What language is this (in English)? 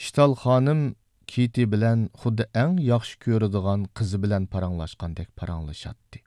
Uyghur